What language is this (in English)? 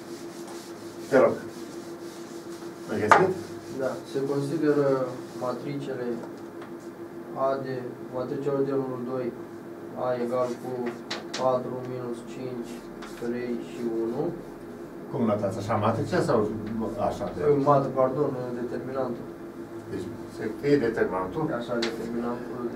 Romanian